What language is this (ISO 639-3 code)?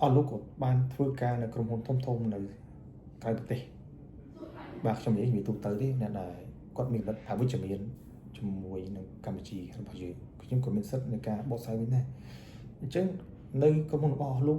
khm